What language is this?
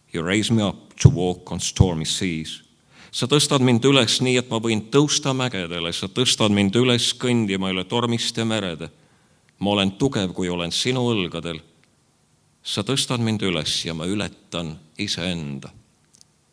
Estonian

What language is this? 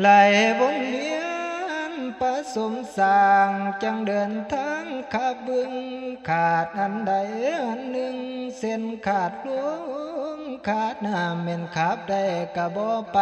Northeastern Thai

